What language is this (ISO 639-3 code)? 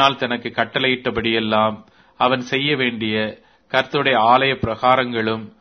tam